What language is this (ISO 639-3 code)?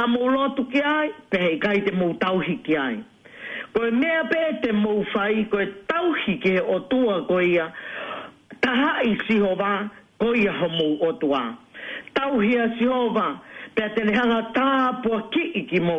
ton